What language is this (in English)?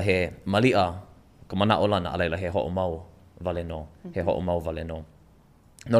Hawaiian